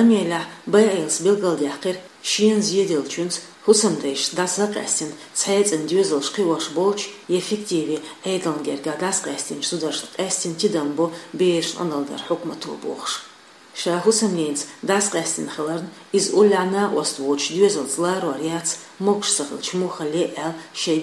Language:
Chechen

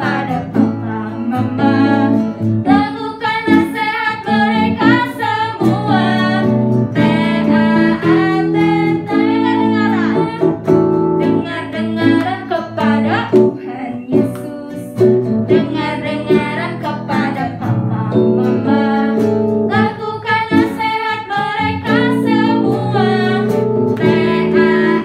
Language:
Indonesian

